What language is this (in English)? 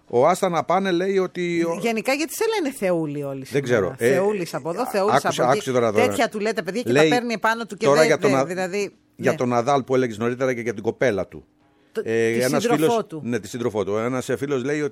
Greek